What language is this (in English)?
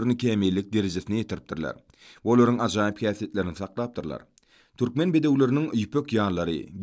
Turkmen